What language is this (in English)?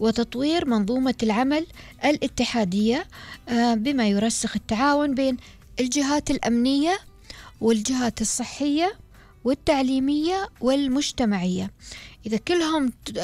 Gulf Arabic